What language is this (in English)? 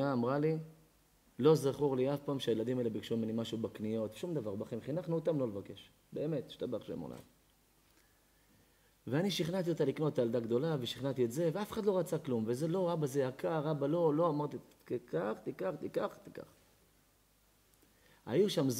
Hebrew